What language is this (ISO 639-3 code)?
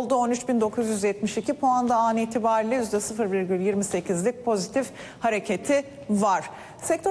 tur